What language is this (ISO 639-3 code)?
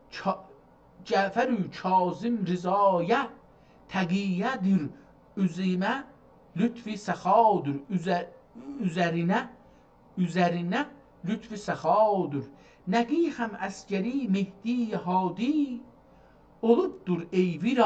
azb